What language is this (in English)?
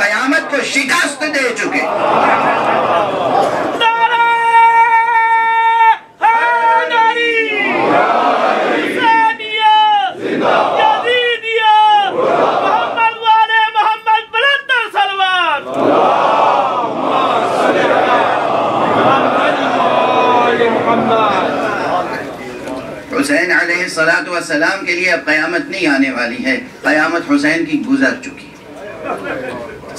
Urdu